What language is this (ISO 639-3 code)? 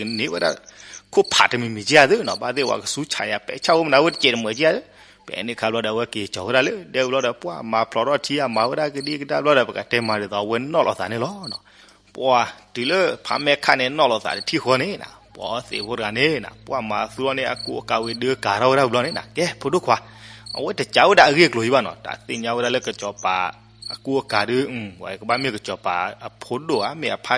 ksw